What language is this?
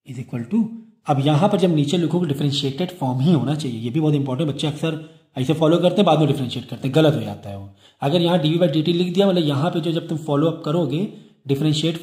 Hindi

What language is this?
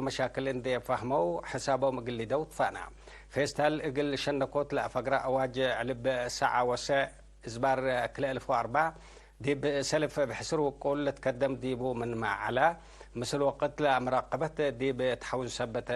Tigre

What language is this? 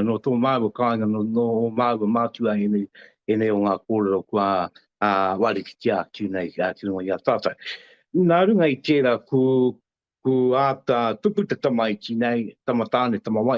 Māori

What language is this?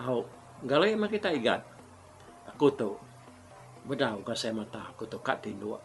Iban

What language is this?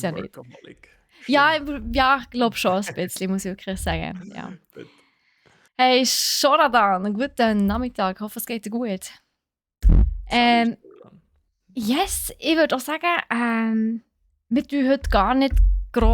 Swiss German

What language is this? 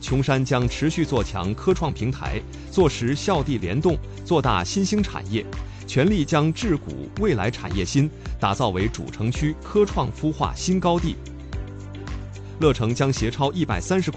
Chinese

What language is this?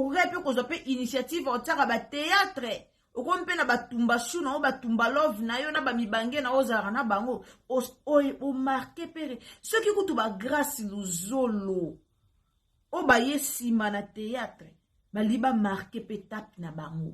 Lingala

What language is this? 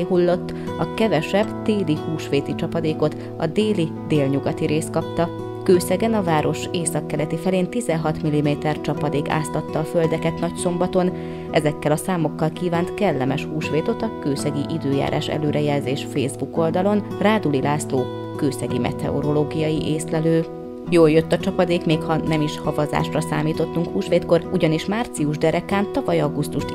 Hungarian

